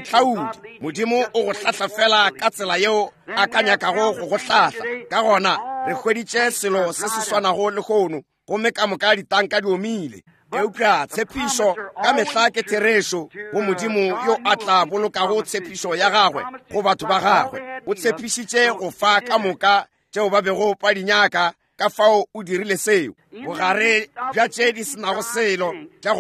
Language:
Northern Sotho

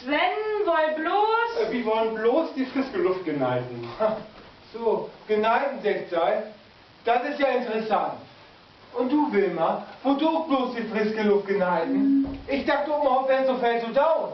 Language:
Low German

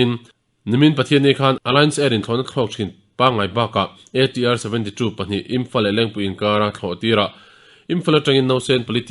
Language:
Mizo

